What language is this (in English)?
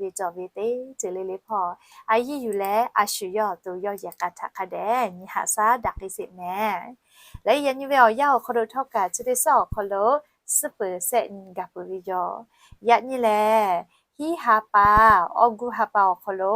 Lahu